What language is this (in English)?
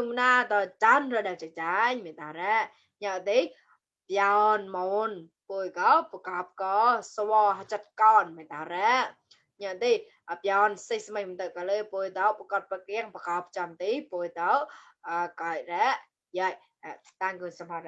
Mon